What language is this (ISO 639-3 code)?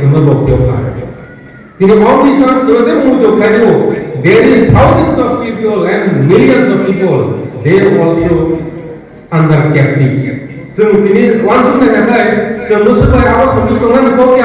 trp